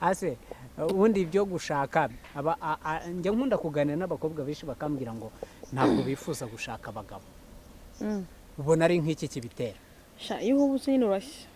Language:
Kinyarwanda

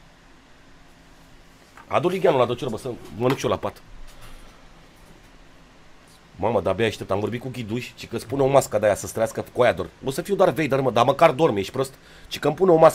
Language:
Romanian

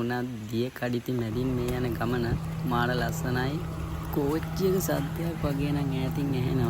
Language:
Sinhala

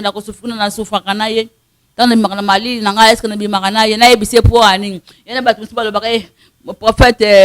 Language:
Lingala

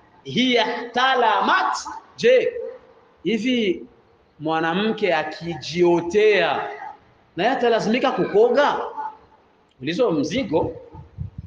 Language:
Swahili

